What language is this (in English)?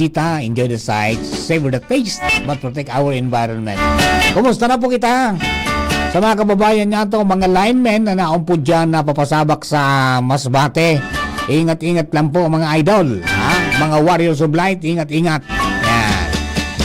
Bikol